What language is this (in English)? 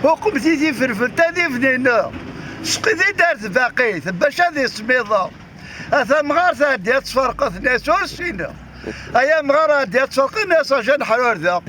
Kabyle